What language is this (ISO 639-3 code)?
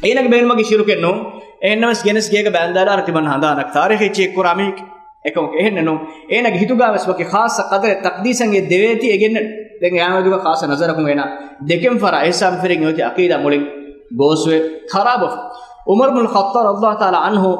div